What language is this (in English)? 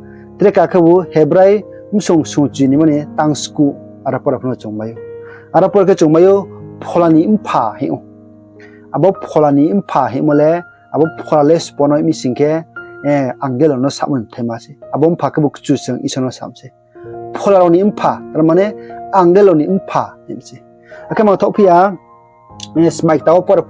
Riang (India)